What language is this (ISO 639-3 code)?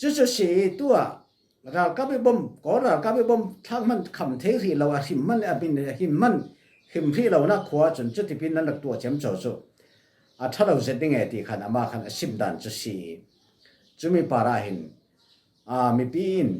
cfm